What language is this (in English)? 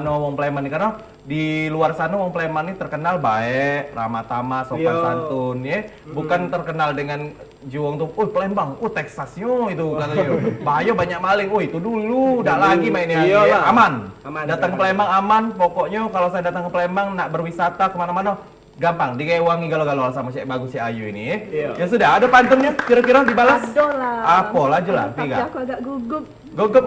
Musi